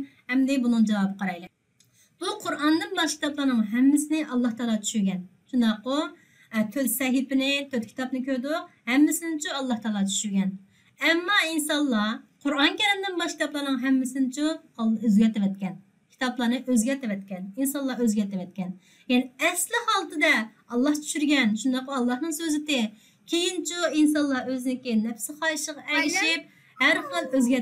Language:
Uyghur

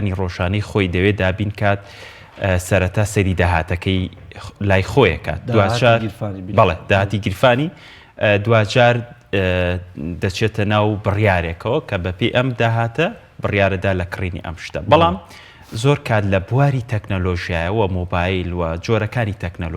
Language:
Central Kurdish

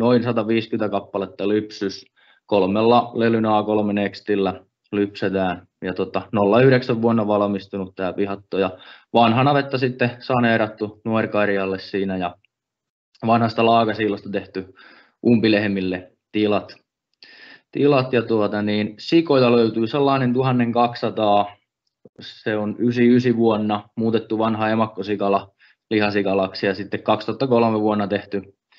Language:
Finnish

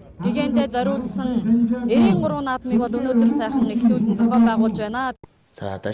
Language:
Mongolian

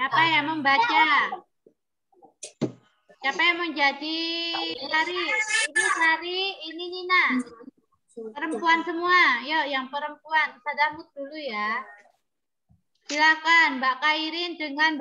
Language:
Indonesian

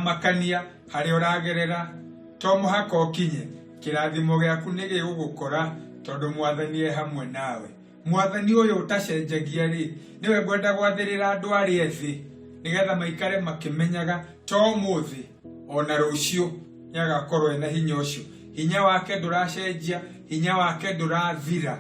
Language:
Kikuyu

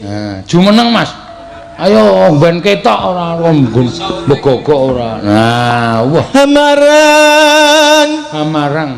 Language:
Javanese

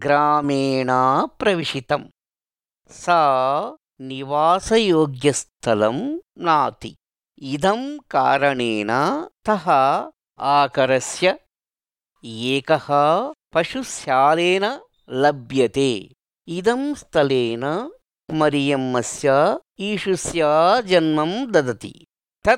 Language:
Sanskrit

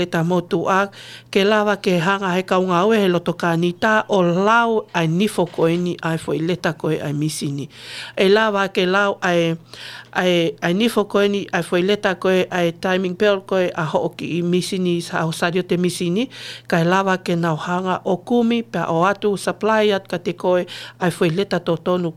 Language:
Tongan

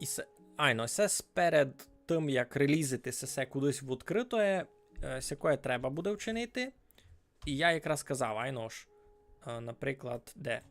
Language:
Rusyn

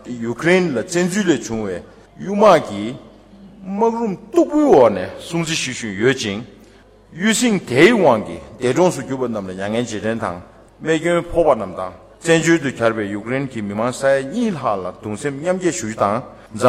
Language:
Tibetan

